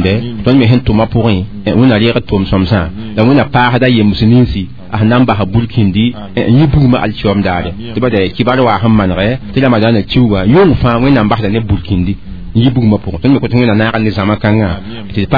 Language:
Mossi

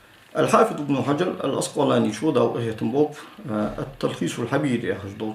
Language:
Ingush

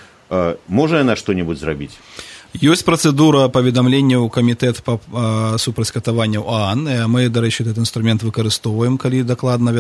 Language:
Belarusian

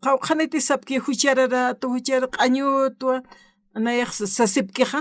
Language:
Aymara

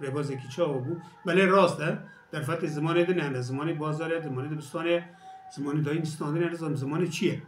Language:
Kurdish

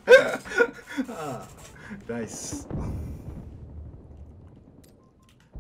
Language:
Japanese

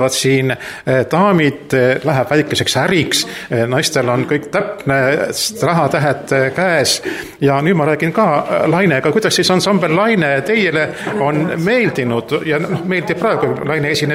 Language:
Estonian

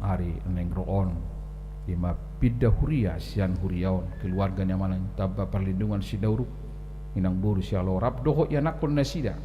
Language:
Batak Toba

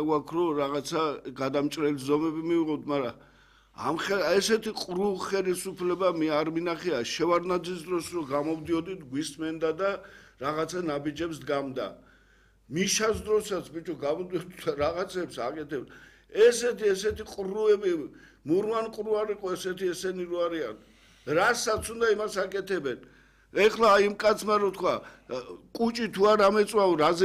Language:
Georgian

